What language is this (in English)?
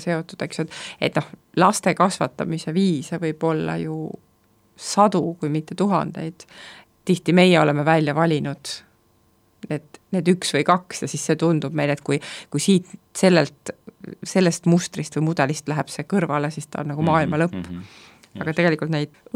Estonian